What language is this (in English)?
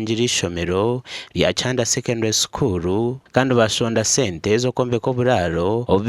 Nyankole